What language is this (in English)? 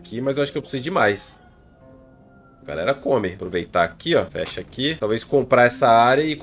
Portuguese